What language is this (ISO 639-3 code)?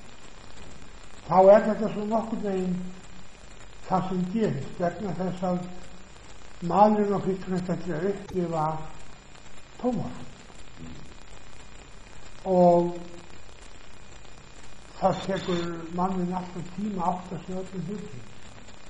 isl